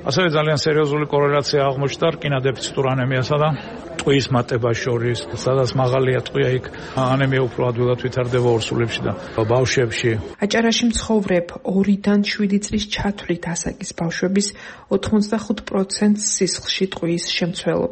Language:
Georgian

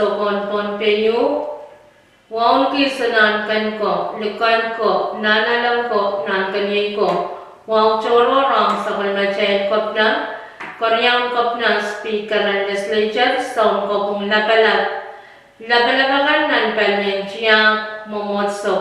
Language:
Pohnpeian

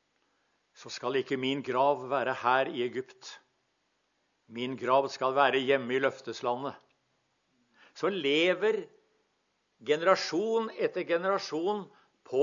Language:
Norwegian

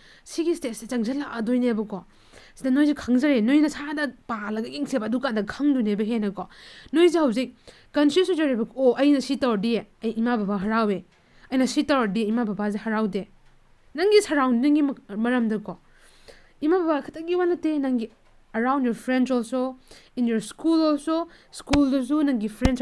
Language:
Manipuri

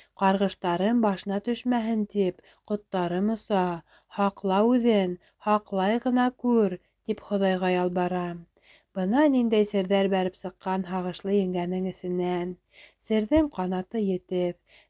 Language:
Bashkir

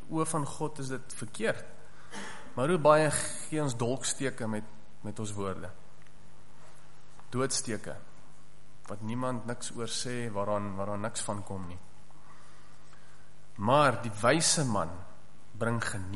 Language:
Afrikaans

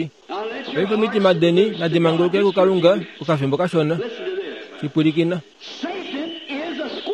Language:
Kuanyama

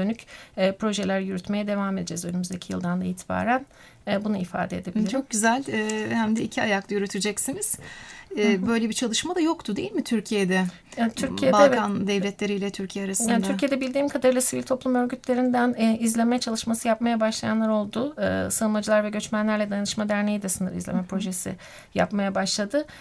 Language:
Turkish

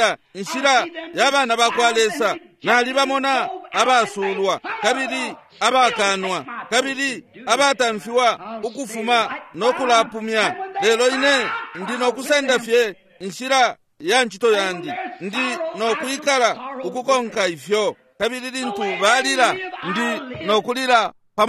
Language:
Bemba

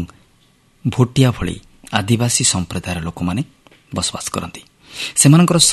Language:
Odia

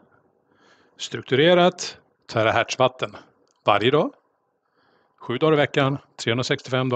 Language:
Swedish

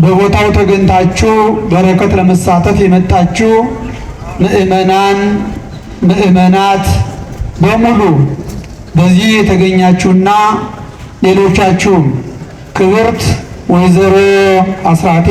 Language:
Amharic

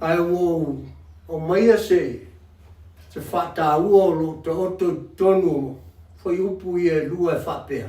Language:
Samoan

